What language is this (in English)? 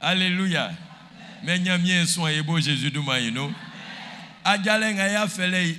Baoulé